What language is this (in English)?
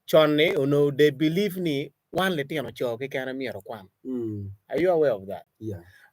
Acoli